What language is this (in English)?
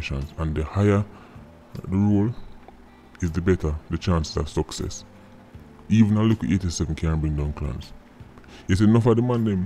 Jamaican Creole English